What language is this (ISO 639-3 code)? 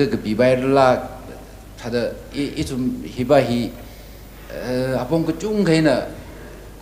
nmf